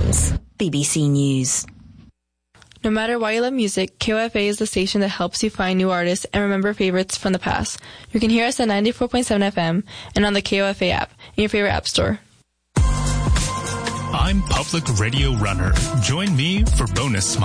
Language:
English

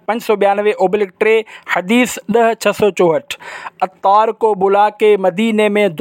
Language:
Sindhi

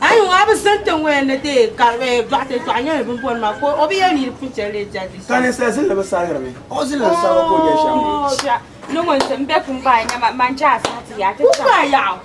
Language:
Dagbani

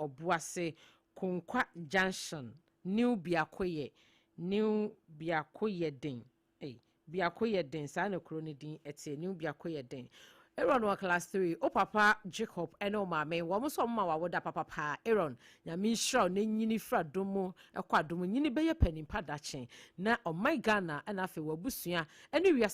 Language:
Akan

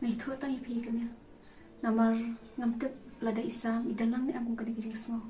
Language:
Khasi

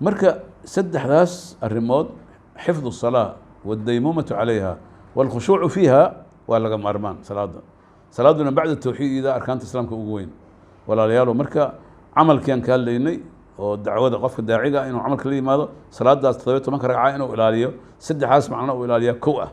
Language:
Somali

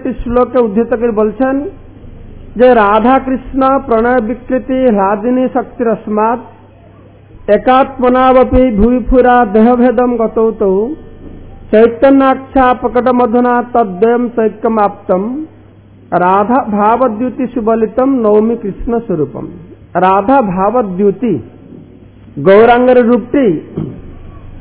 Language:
Bangla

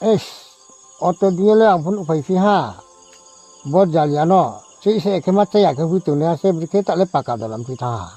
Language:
Riang (India)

